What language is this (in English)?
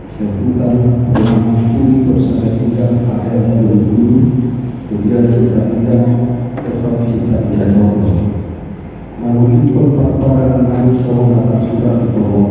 Batak Toba